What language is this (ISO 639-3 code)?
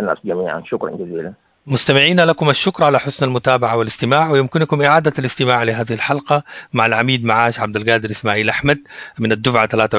apd